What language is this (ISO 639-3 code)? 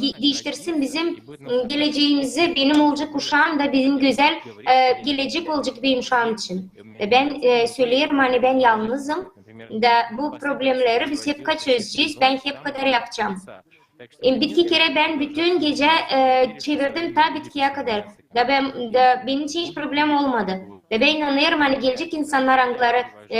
gag